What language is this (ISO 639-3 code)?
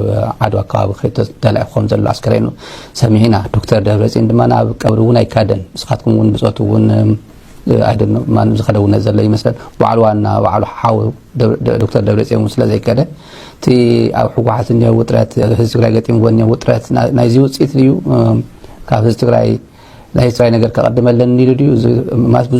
tir